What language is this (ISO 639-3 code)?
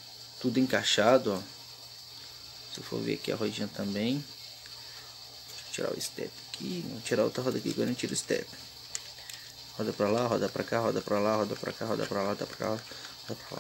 por